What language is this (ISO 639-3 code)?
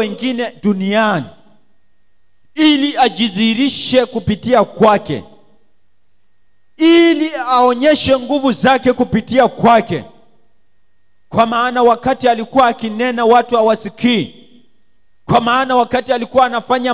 swa